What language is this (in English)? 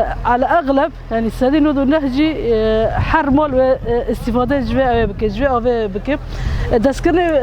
Kurdish